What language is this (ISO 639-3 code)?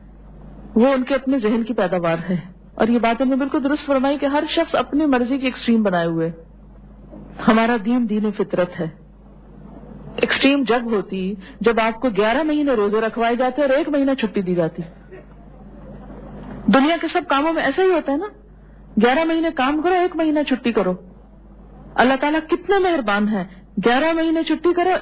urd